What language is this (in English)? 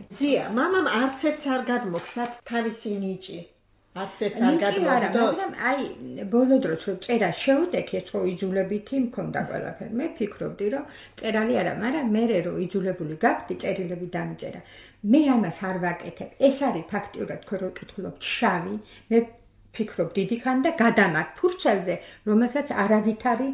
Georgian